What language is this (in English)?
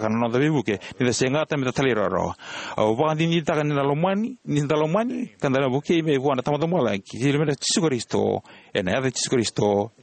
Fijian